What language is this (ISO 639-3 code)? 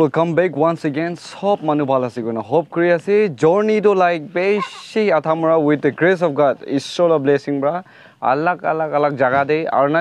nag